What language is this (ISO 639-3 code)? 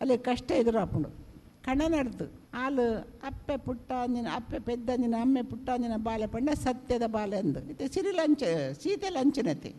tcy